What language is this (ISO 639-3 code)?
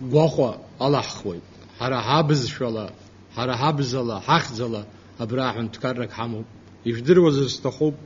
abk